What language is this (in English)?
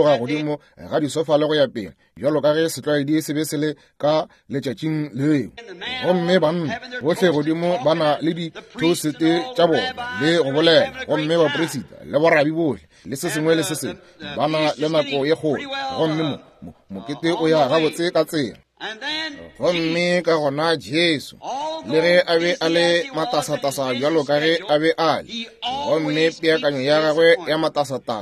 Northern Sotho